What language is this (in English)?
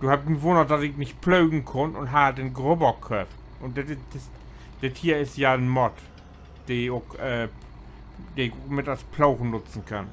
Low German